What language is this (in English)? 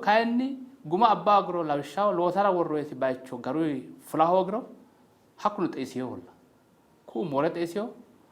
Sidamo